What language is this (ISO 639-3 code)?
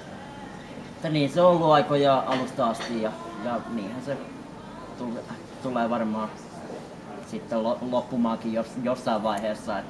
fin